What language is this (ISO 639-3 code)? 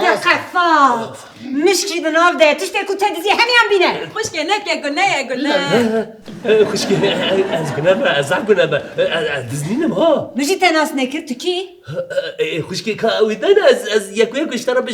kur